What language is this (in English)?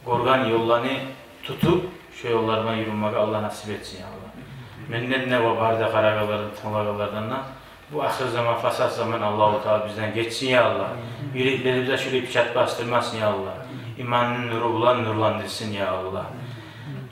Kumyk